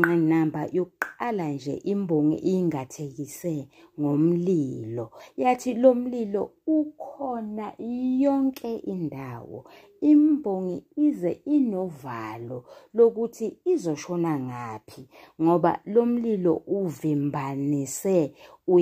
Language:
Zulu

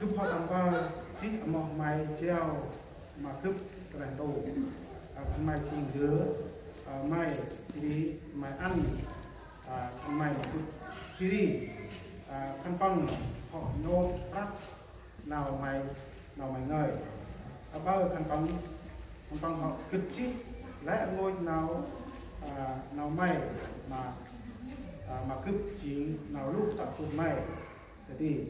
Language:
Central Mnong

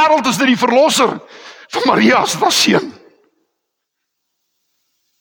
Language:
Afrikaans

